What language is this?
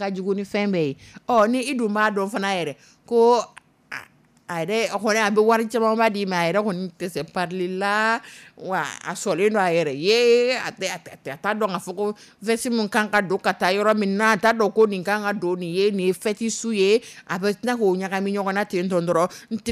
Dyula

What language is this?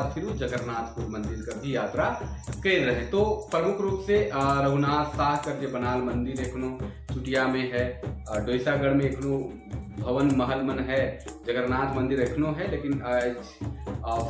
Sadri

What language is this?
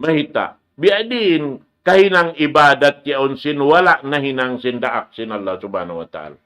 Tausug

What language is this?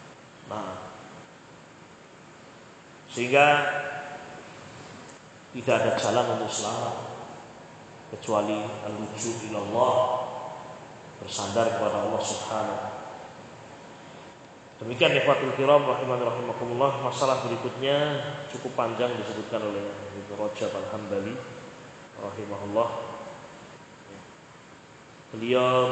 Indonesian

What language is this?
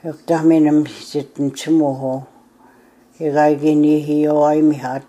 Plains Cree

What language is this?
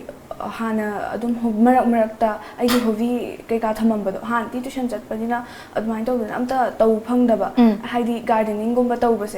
Manipuri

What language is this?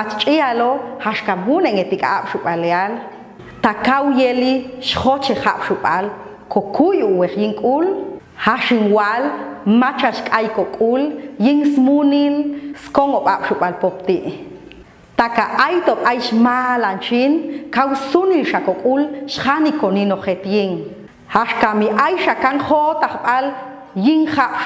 Popti'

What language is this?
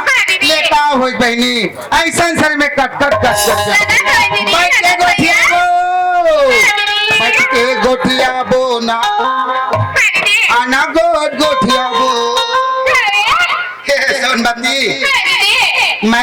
Chhattisgarhi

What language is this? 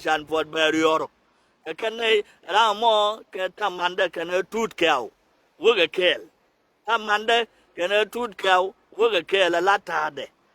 Nuer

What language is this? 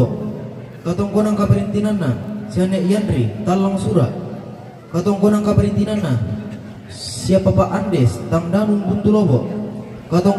Toraja-Sa'dan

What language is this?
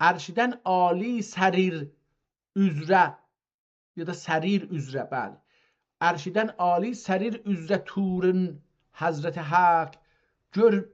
South Azerbaijani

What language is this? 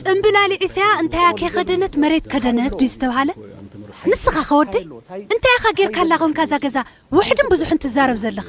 Tigrinya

